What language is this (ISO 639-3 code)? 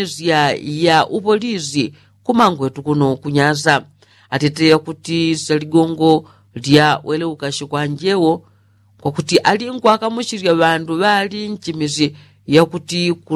yao